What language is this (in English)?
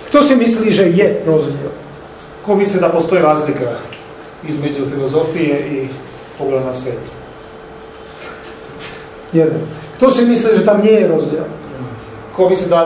Slovak